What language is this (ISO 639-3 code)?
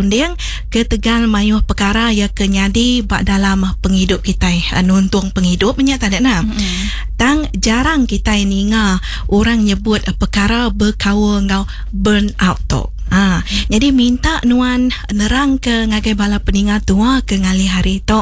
iba